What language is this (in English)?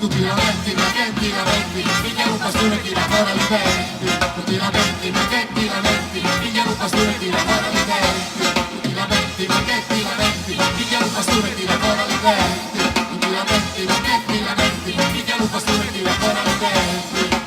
Sicilian